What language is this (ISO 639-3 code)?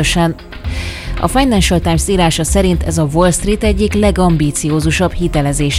hun